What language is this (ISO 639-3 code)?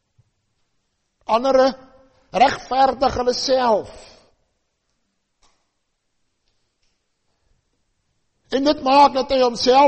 afr